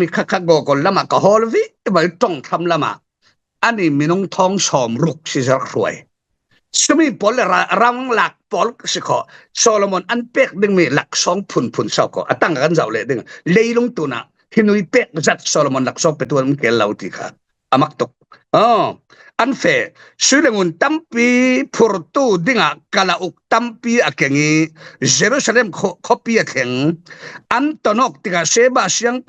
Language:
Falam Chin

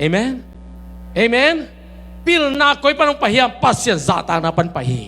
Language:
Tedim Chin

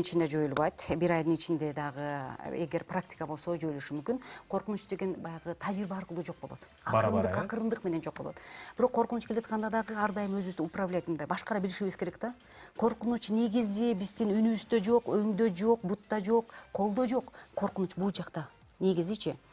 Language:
Kyrgyz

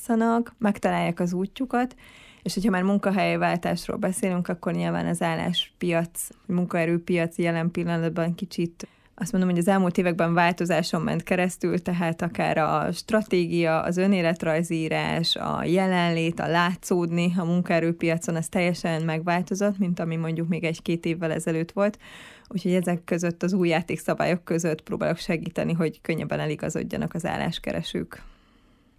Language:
Hungarian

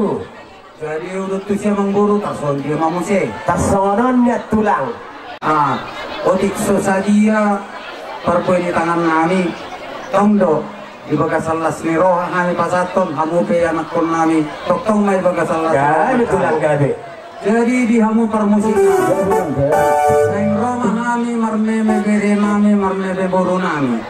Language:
Batak Toba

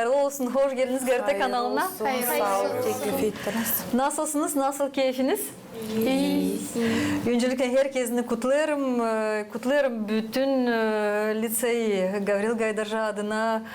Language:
Gagauz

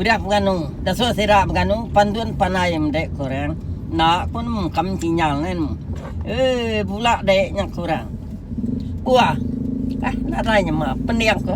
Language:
Iban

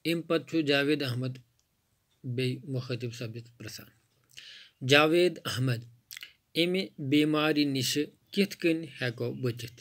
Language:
Kashmiri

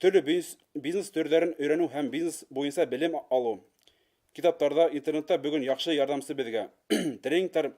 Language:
Bashkir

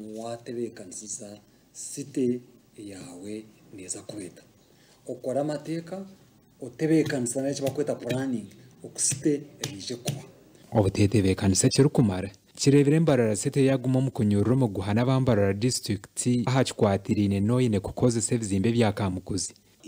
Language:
Nyankole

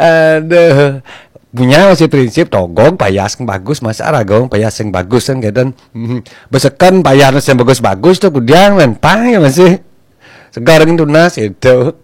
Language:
Balinese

